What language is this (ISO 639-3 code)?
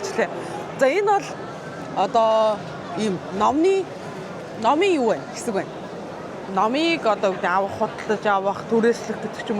mon